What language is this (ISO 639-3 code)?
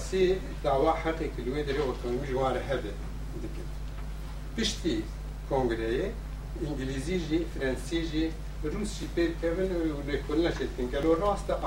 kur